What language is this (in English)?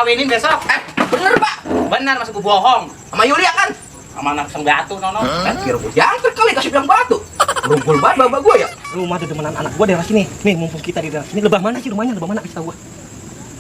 Betawi